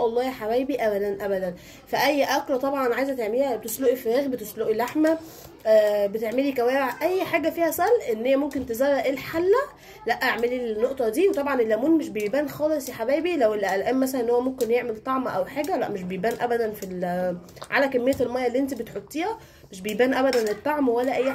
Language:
Egyptian Arabic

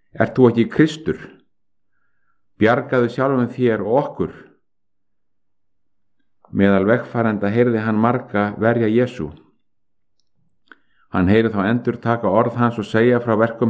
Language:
Icelandic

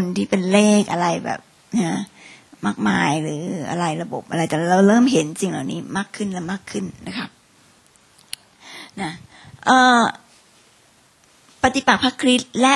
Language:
Thai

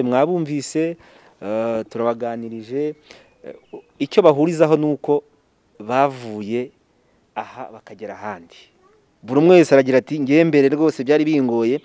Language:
Kinyarwanda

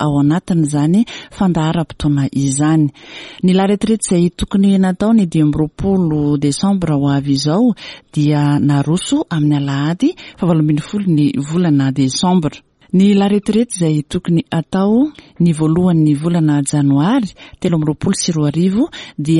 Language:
Malagasy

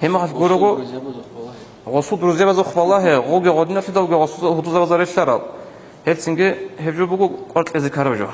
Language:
Avaric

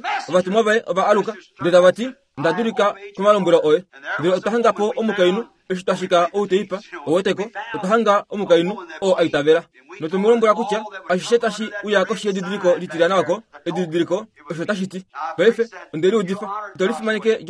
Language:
Kuanyama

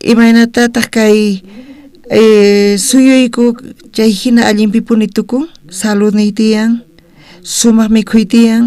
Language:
South Bolivian Quechua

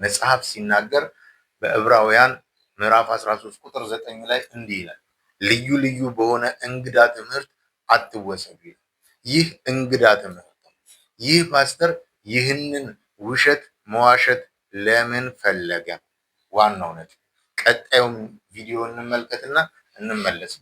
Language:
Amharic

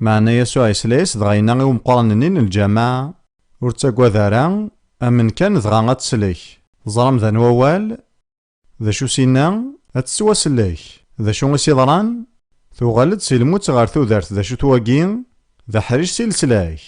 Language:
Kabyle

